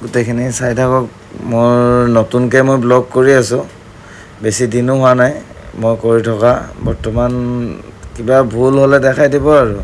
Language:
Assamese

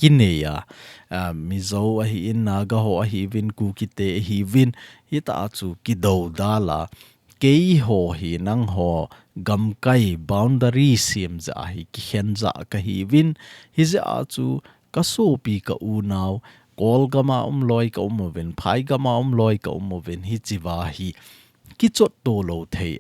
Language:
Thado Chin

